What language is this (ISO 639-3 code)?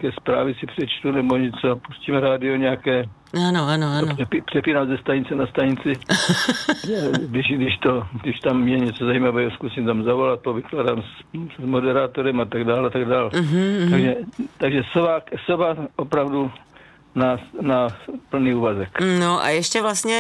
ces